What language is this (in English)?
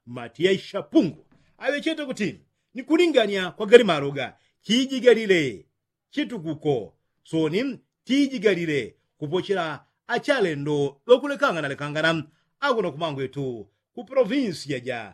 Yao